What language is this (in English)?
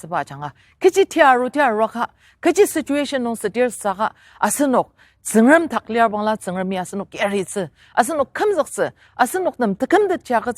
Ao Naga